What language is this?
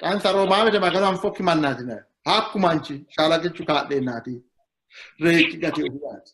Sidamo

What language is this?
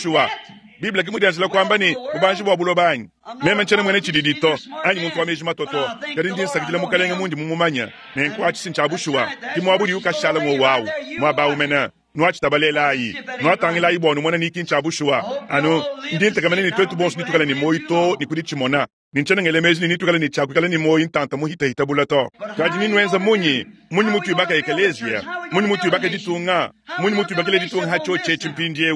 Luba-Lulua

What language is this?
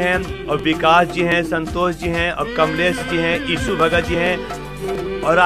Hindi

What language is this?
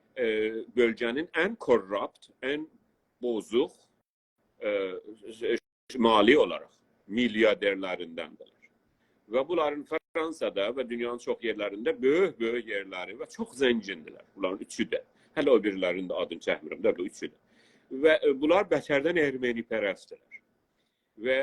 South Azerbaijani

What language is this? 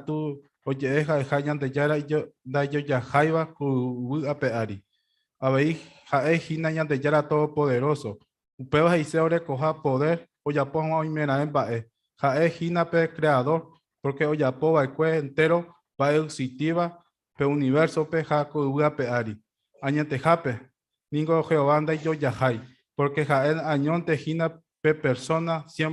Guarani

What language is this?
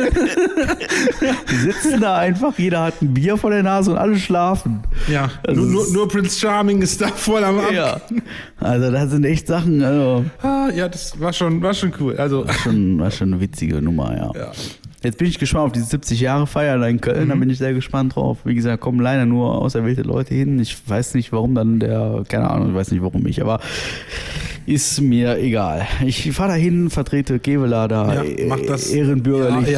German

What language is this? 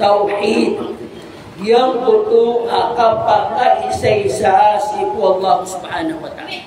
Maranao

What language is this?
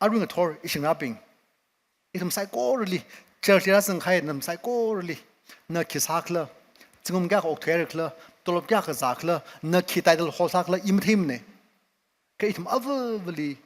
Tangkhul Naga (India)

